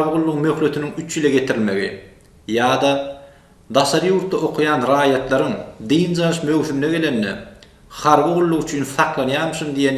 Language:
Turkmen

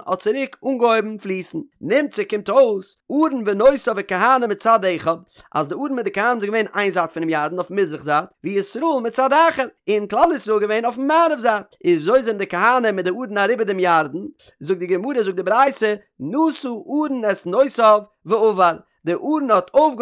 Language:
Yiddish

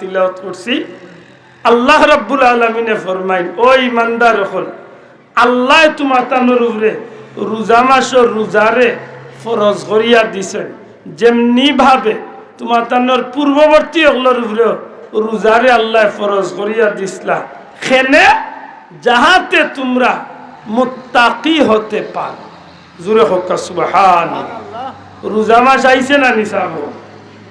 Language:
Sylheti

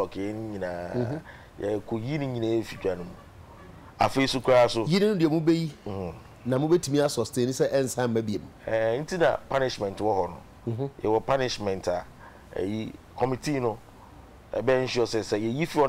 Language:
Akan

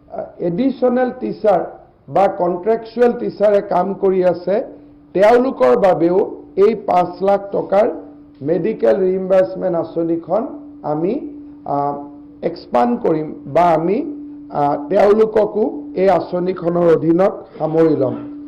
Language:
Assamese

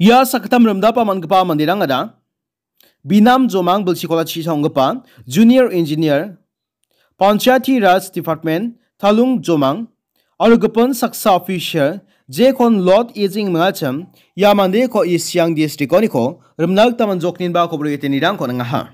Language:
Garo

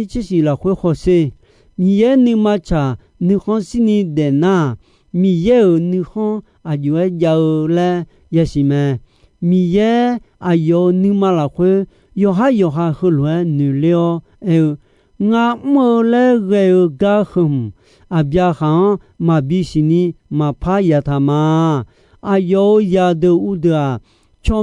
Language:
Akha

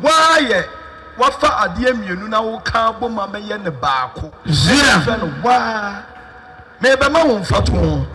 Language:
Akan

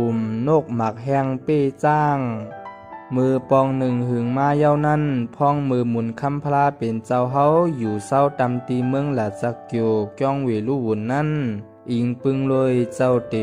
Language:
Shan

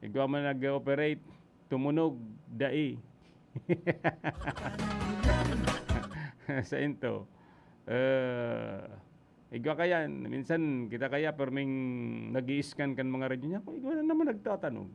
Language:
Bikol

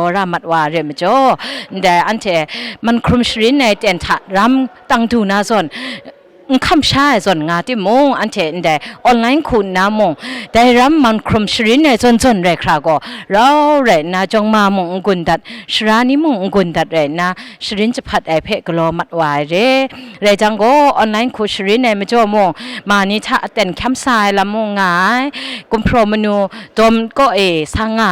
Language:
Kachin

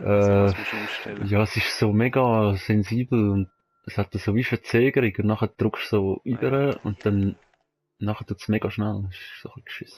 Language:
Swiss German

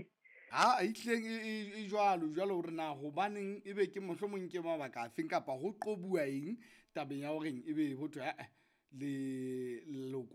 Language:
Southern Sotho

